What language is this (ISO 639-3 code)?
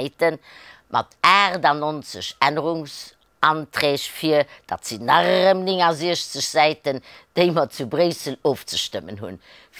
ltz